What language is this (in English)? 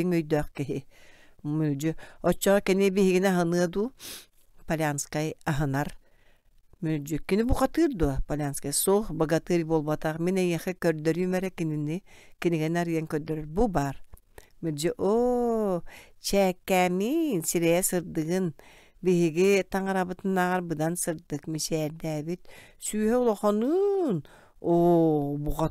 Yakut